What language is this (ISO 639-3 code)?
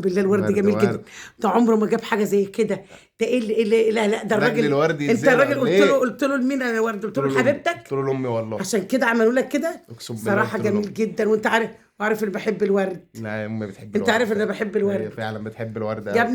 arz